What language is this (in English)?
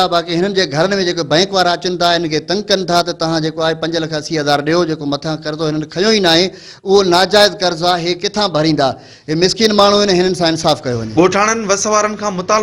Sindhi